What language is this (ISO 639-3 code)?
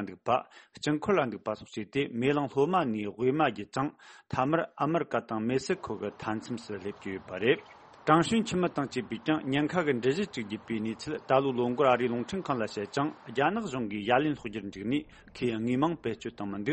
bod